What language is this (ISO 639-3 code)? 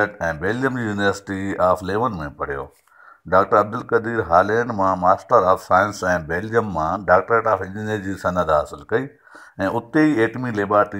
snd